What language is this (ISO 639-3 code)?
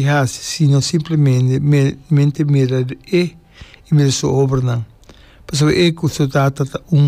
pap